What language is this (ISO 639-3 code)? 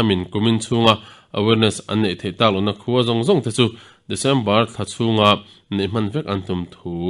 lus